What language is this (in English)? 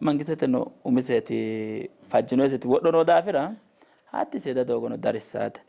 Sidamo